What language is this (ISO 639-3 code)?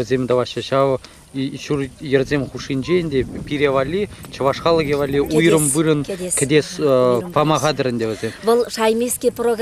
chv